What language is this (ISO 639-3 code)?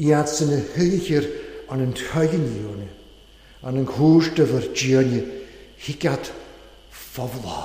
cym